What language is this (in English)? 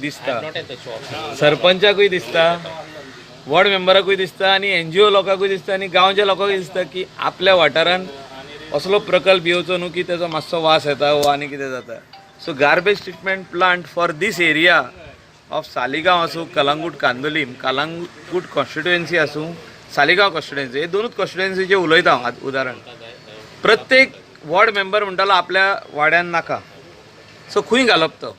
Konkani